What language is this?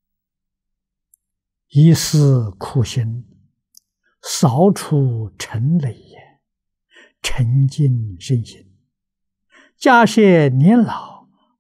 Chinese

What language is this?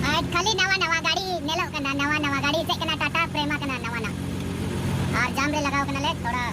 Santali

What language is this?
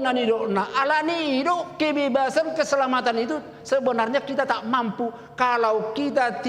Batak Toba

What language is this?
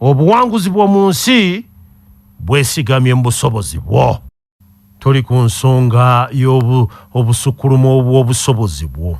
Ganda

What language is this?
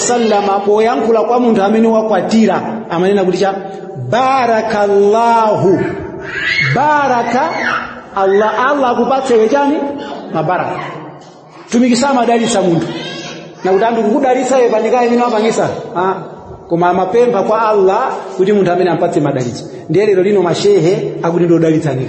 Nyanja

